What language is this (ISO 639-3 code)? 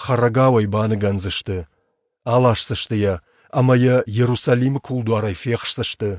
oss